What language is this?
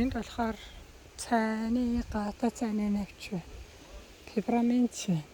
Mongolian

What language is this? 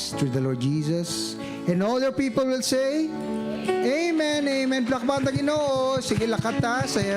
Hiligaynon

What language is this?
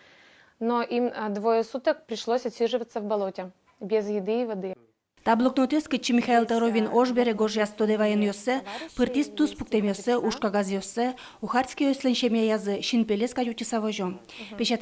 Udmurt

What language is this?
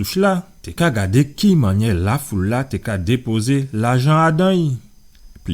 Guadeloupean Creole French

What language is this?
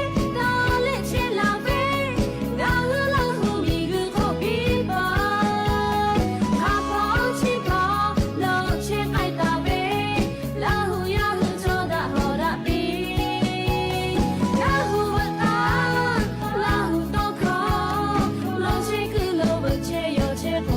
Lahu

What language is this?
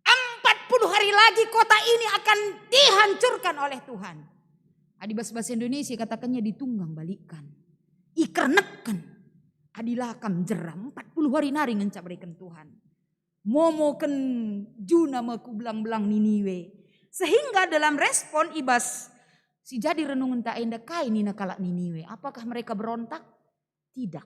Batak Karo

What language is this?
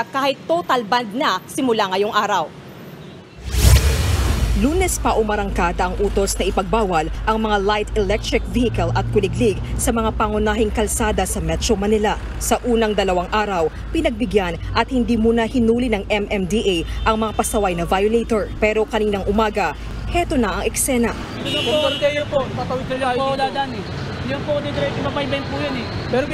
Filipino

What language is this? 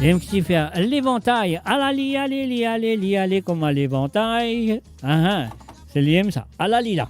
Morisyen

